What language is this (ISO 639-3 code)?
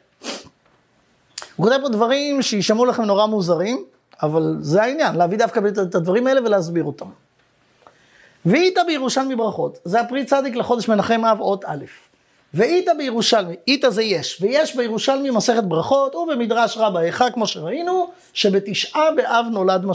heb